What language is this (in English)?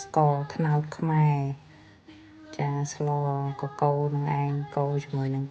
Khmer